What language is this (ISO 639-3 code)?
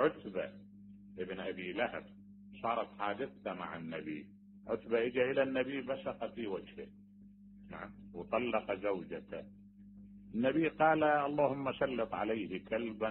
acm